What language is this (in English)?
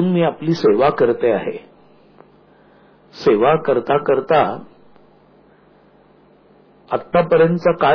Marathi